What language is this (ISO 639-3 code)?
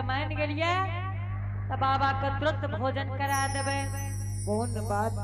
anp